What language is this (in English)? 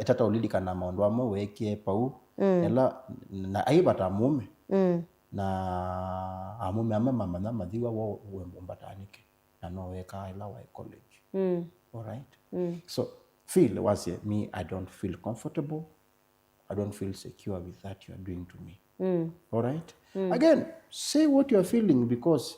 Kamba